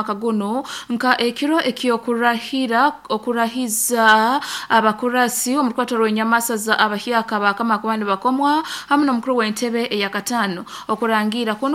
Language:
Nyoro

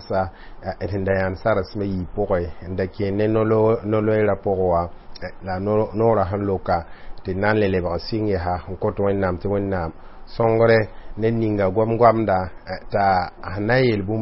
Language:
Mossi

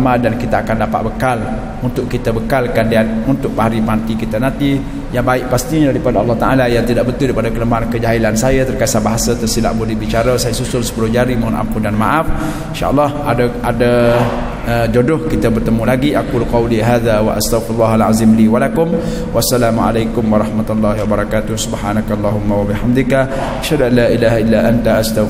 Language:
Malay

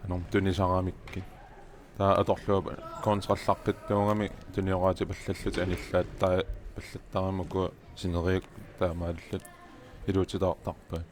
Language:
Kalaallisut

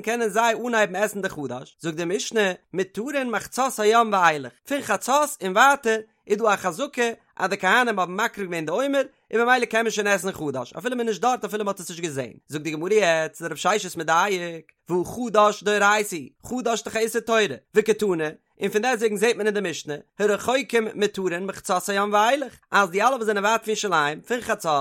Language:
Yiddish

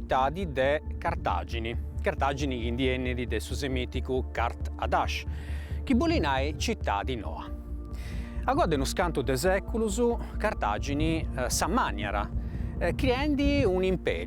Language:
Sardinian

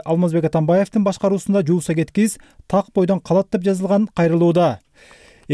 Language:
Kyrgyz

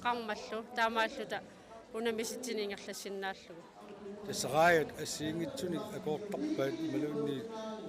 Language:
Kalaallisut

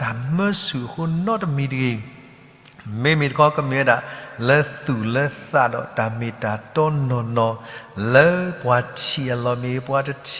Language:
S'gaw Karen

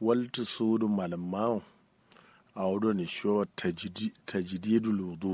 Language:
Kanuri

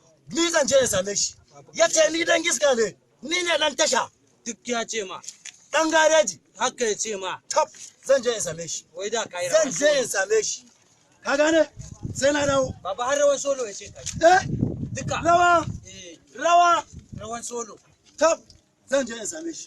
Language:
Hausa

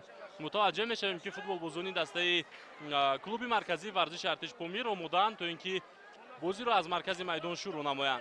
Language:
Tajik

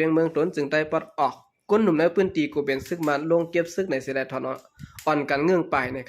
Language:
Shan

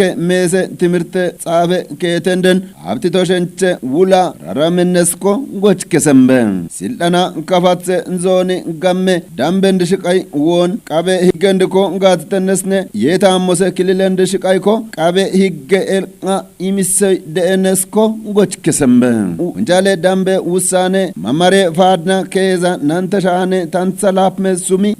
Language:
Kafa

